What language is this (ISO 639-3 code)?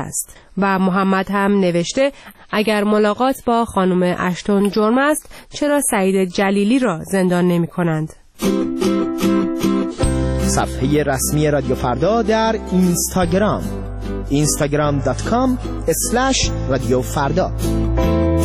fas